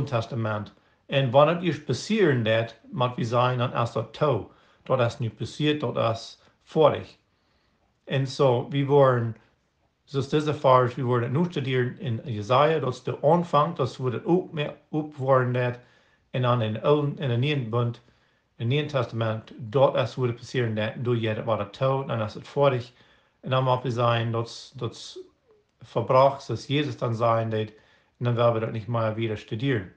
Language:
Plautdietsch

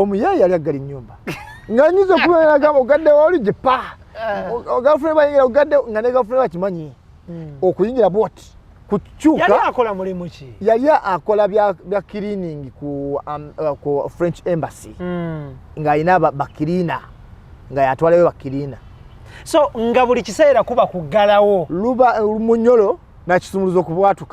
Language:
Ganda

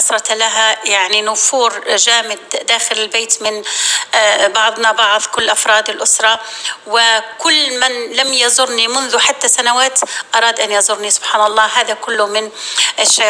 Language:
North Levantine Arabic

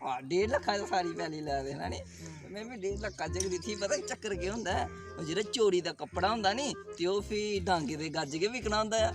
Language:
Dogri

